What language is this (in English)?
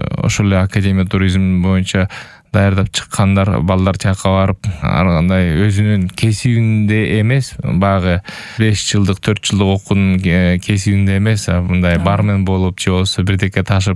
Kyrgyz